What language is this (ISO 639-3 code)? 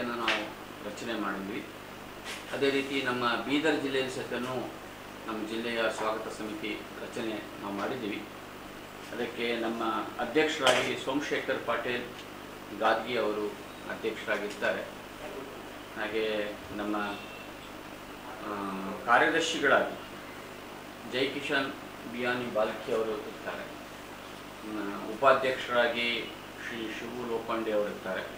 kan